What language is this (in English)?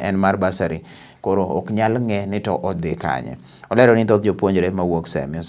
Luo (Kenya and Tanzania)